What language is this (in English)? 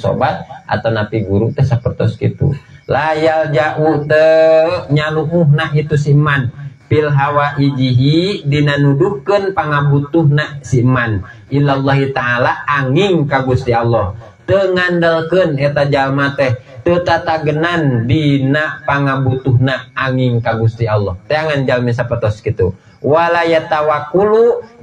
Sundanese